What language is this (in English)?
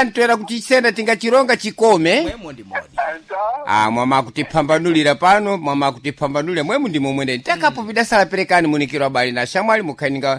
Sena